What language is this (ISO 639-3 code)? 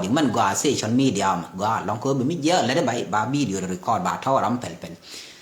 nus